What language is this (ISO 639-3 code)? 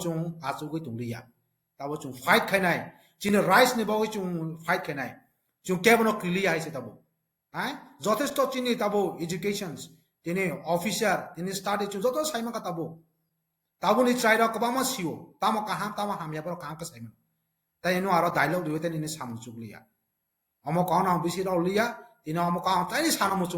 trp